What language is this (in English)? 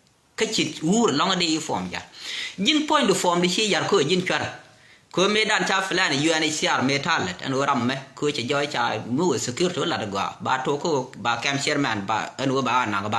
Nuer